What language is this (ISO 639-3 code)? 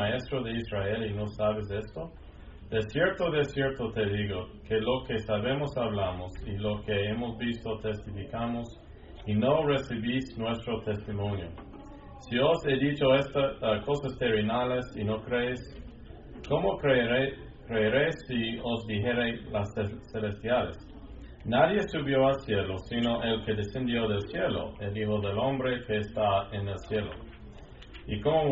spa